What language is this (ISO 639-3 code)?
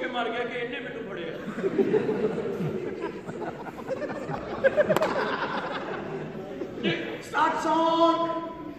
pan